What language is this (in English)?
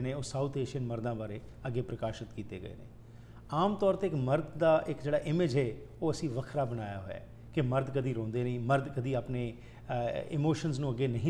Punjabi